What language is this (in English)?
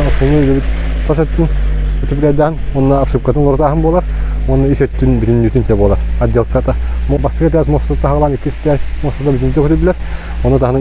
Yakut